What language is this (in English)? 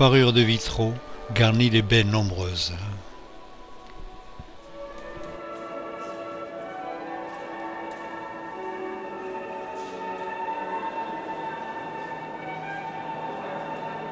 French